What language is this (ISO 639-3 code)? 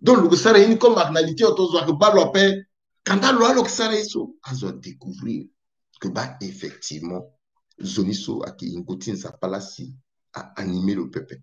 sag